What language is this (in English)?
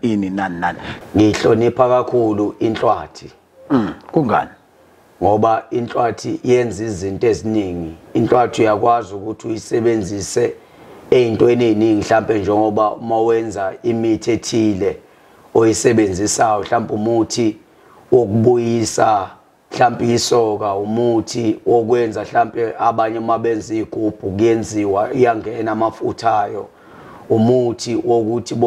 Zulu